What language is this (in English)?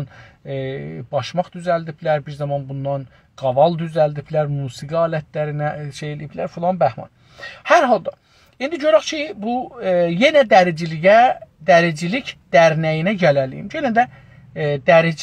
South Azerbaijani